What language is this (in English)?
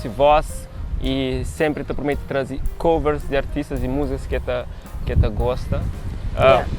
Kabuverdianu